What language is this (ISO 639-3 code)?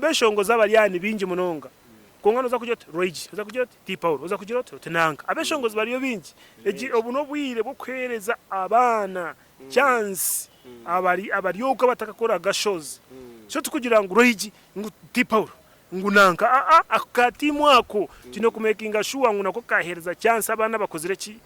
nyn